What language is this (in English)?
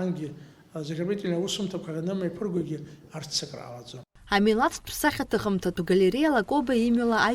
Abkhazian